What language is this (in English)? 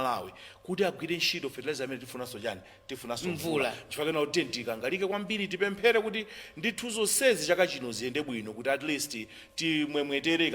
Nyanja